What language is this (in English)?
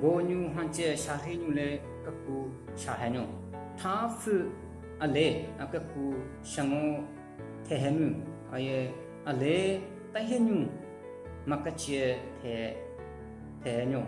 Southern Rengma Naga